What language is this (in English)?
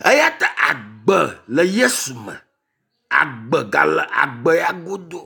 Ewe